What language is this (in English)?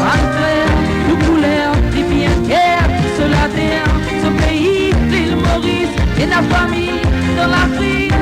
Morisyen